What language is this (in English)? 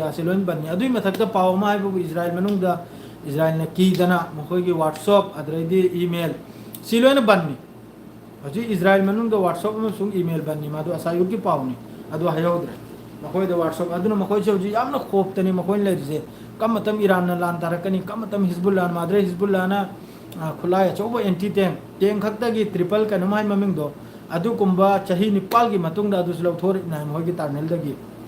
Manipuri